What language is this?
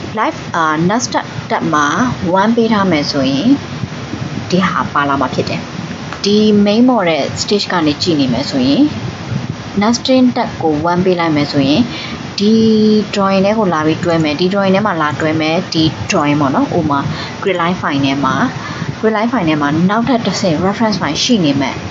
Burmese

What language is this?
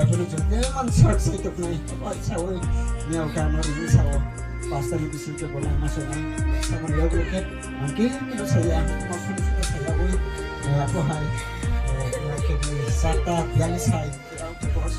Kok Borok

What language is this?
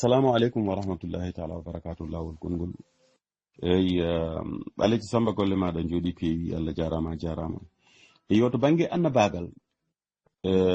Fula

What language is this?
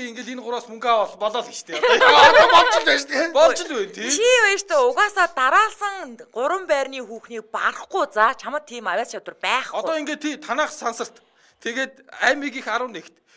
Mongolian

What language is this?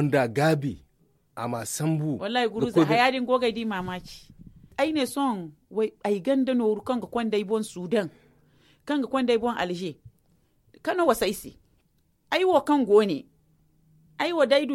Zarma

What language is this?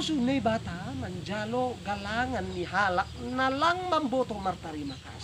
Batak Simalungun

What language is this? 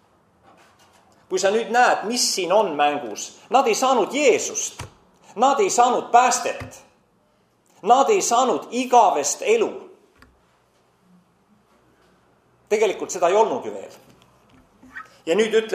Estonian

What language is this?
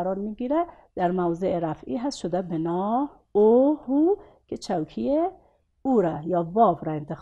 Persian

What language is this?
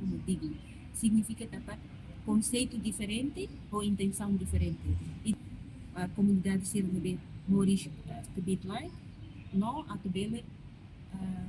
Tetum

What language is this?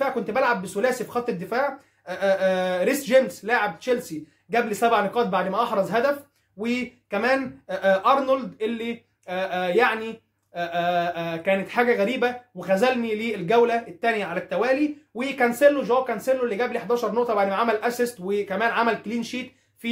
Egyptian Arabic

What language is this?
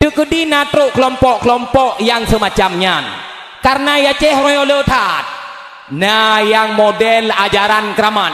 Achinese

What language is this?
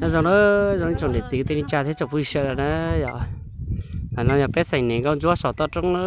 Hmong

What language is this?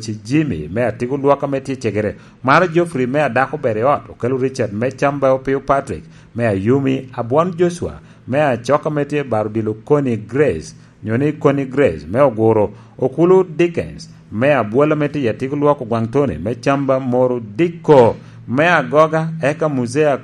Lango (Uganda)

